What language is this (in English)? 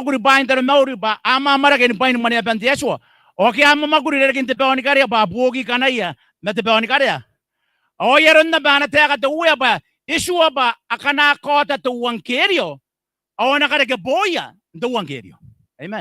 Gilbertese